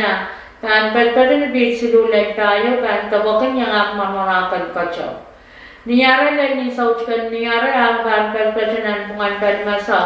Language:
Pohnpeian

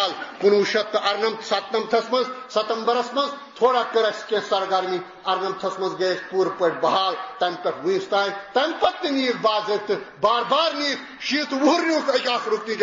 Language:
Kashmiri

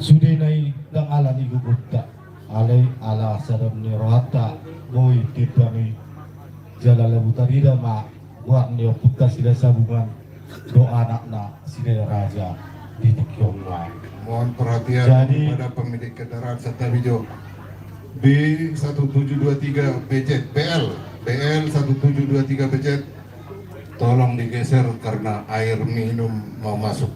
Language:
Batak Toba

